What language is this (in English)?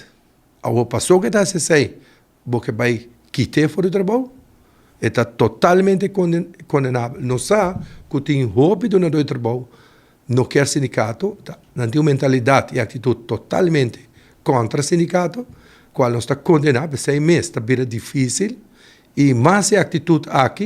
Papiamento